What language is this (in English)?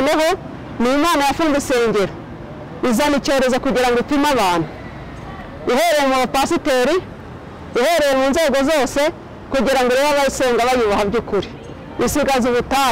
Kinyarwanda